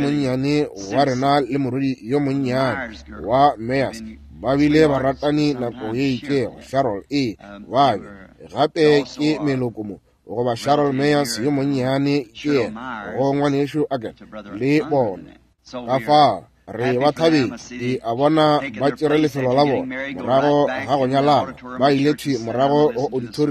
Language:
Northern Sotho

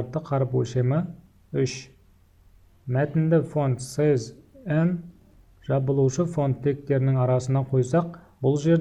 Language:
Kazakh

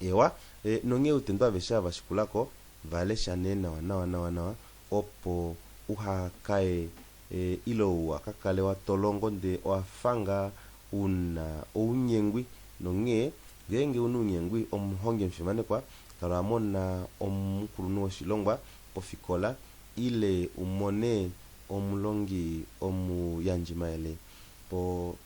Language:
Kuanyama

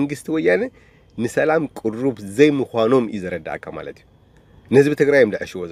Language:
Tigrinya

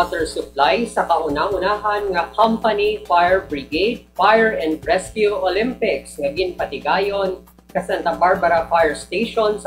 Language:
Hiligaynon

